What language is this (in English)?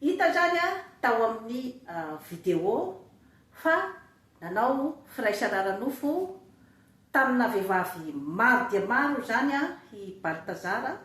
Malagasy